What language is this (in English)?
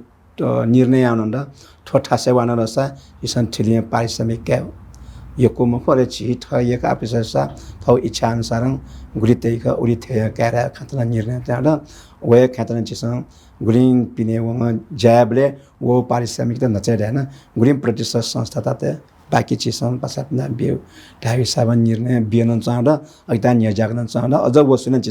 Newari